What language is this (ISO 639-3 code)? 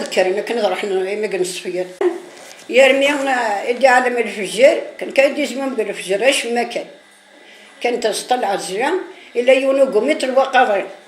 kab